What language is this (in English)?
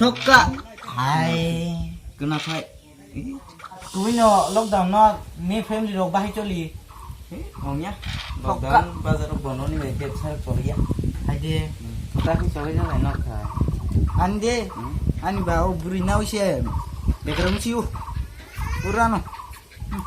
Kok Borok